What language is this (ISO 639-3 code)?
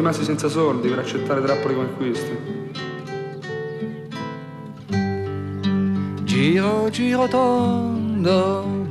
ita